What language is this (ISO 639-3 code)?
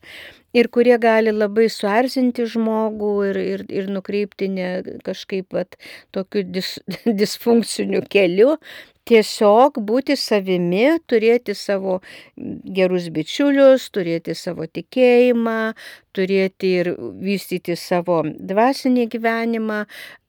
lit